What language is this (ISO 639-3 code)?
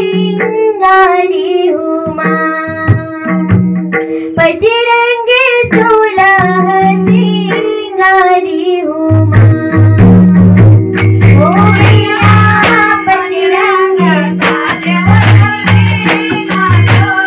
bho